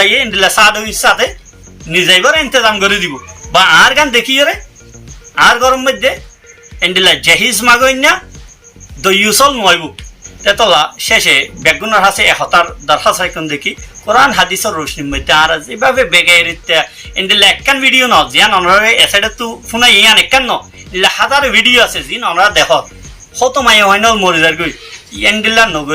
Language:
Rohingya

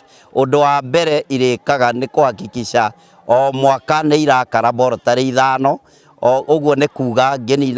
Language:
Kikuyu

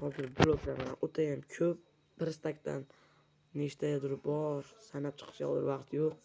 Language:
Uzbek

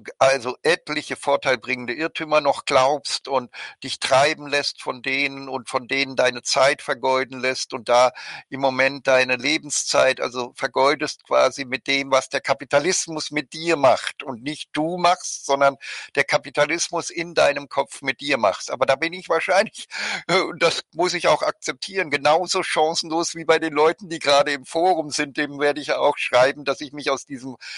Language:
German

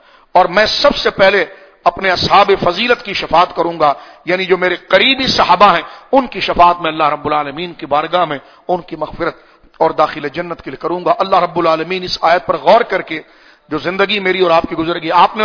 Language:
Urdu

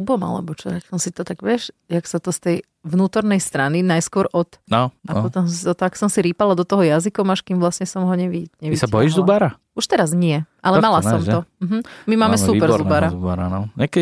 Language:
Slovak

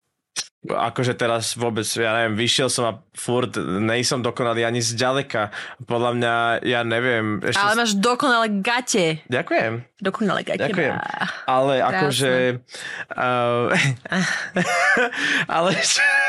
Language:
Slovak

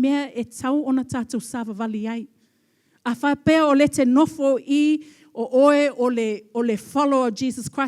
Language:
Samoan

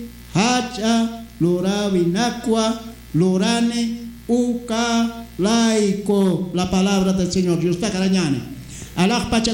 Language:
Aymara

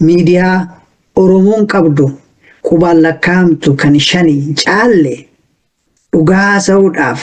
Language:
Oromo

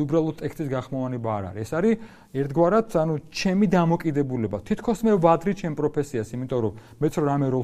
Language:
Georgian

